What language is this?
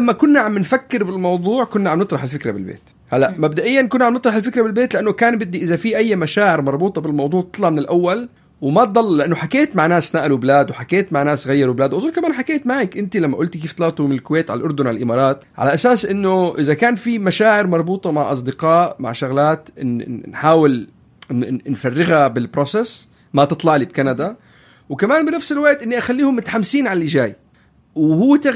North Levantine Arabic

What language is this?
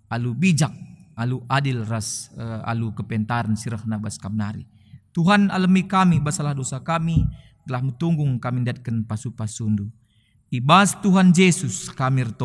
Batak Karo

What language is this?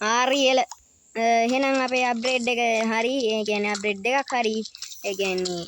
Sinhala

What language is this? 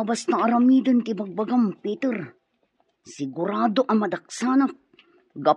Iloko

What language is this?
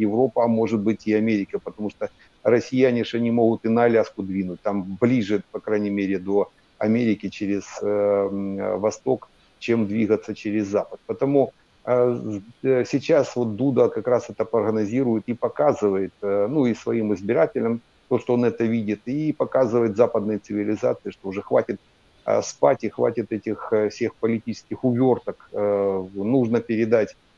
Russian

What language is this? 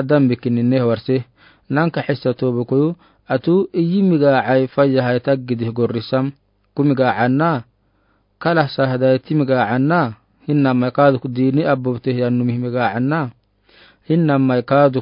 Afar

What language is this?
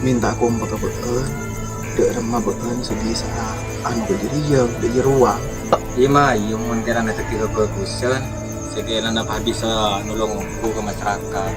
Madurese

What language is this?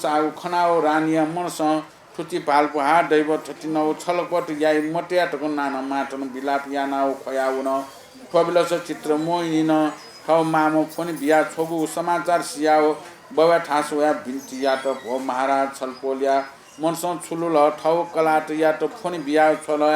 Newari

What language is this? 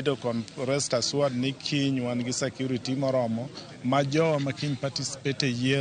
Luo (Kenya and Tanzania)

